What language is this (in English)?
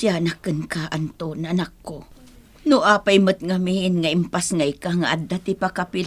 Iloko